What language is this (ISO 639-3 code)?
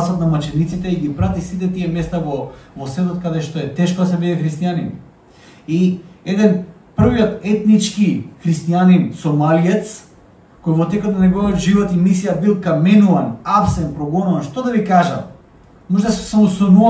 mkd